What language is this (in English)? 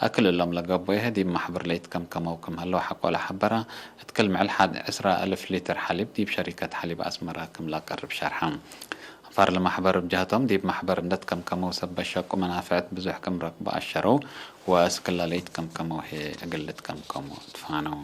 Tigre